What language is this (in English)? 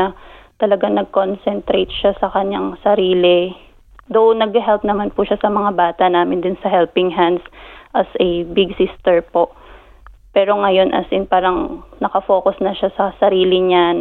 Filipino